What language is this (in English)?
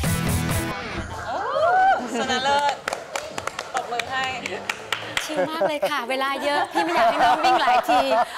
Thai